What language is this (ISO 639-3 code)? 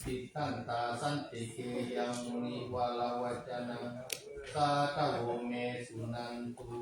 pli